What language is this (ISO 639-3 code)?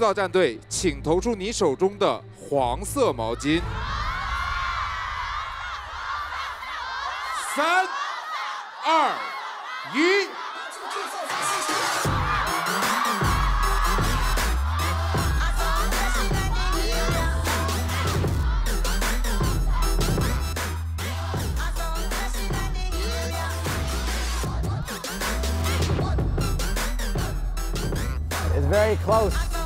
zho